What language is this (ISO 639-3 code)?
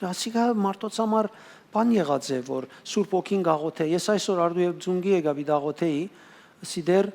hyw